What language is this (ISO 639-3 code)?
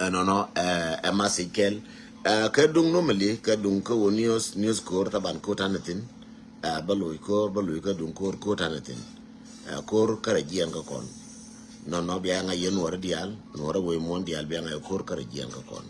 nus